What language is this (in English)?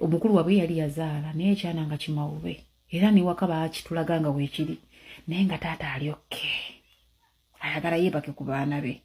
Ganda